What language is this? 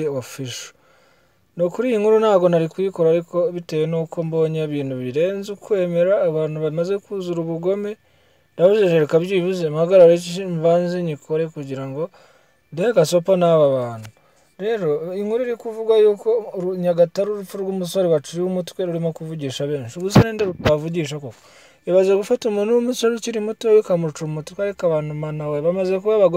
Kinyarwanda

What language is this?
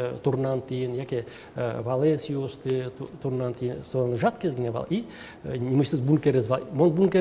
Udmurt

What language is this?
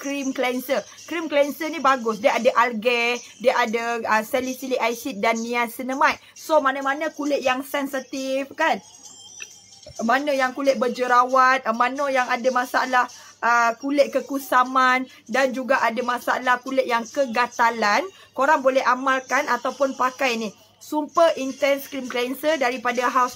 Malay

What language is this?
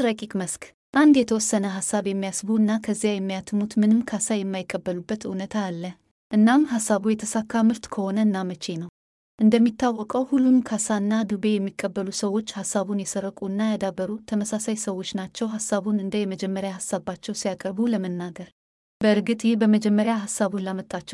Amharic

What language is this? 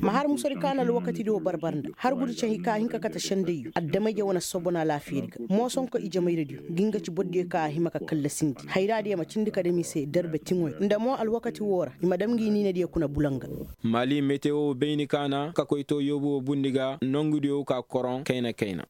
Koyraboro Senni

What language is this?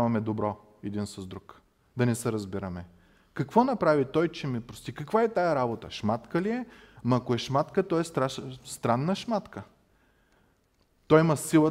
Bulgarian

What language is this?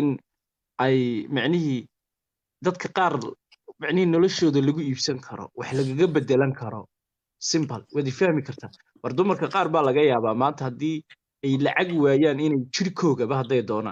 Somali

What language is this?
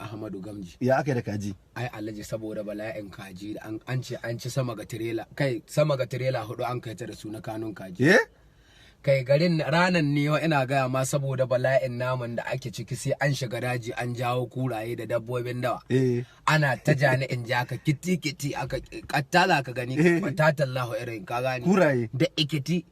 Hausa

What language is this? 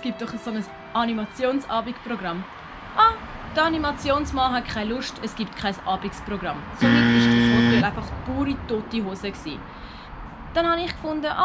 Swiss German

